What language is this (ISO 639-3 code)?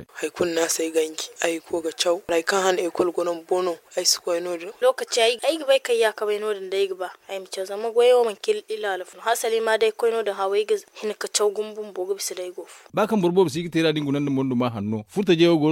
dje